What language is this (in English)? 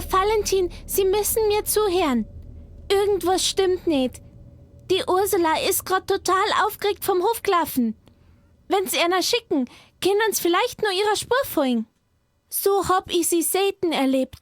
Bavarian